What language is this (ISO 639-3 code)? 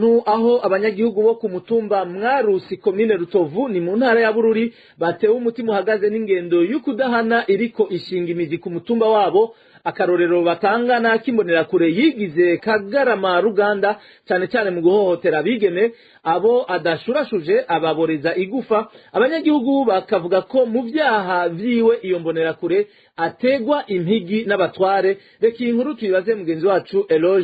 run